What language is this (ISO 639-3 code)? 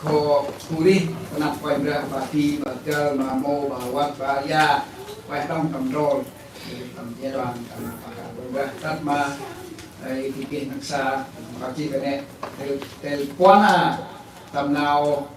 cmo